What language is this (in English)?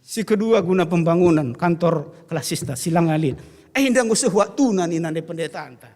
Batak Karo